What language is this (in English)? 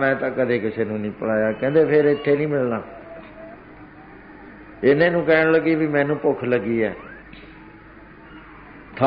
Punjabi